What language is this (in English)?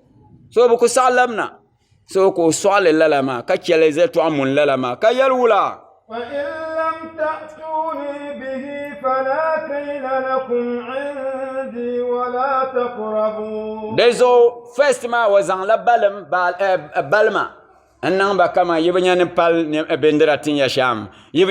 Dagbani